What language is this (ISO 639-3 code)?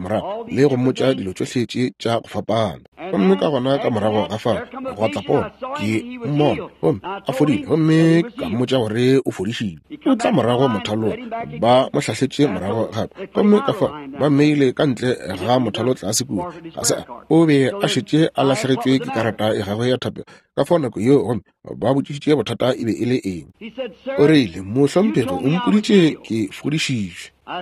nso